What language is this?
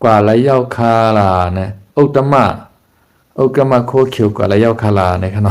Shan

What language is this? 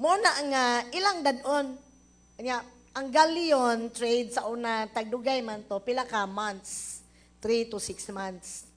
Cebuano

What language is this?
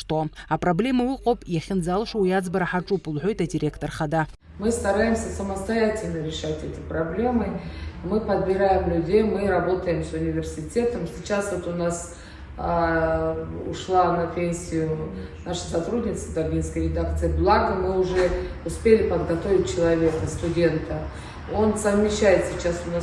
Abkhazian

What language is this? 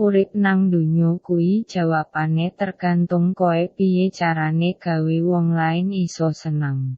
Javanese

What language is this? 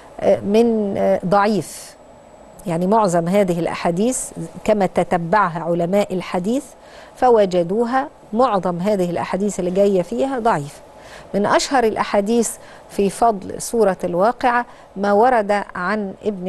Egyptian Arabic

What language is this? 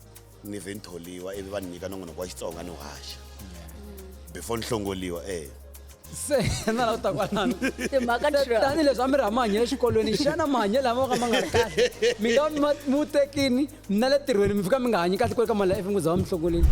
Tsonga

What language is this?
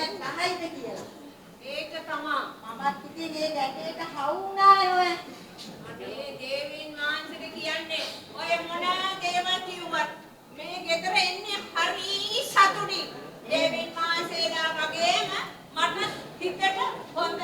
Sinhala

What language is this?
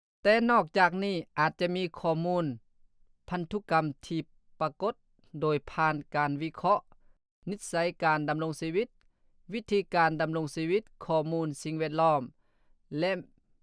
Lao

